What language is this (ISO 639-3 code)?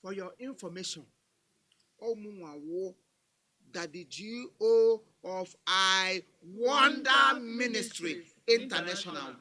ibo